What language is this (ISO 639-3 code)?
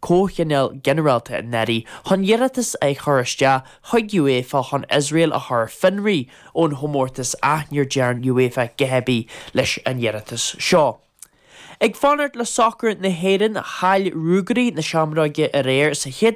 gle